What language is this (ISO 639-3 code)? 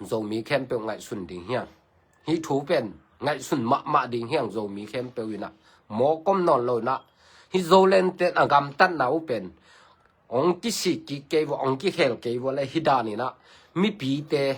ctd